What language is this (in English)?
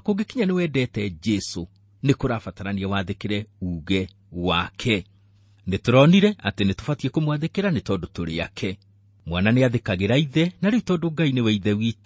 Kikuyu